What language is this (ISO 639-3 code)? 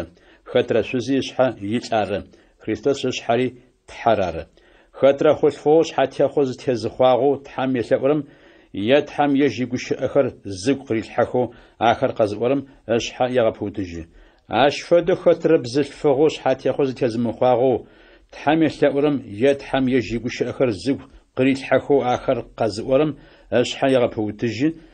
ady